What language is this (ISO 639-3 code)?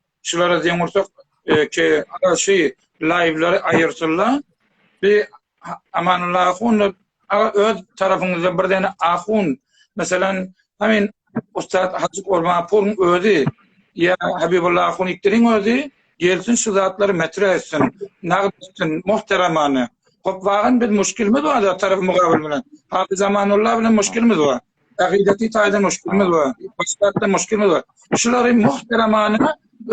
tuk